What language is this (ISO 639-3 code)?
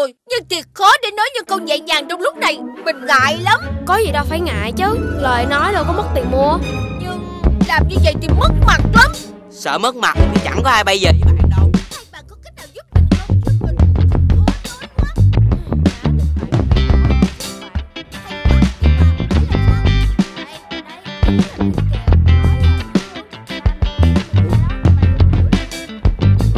vie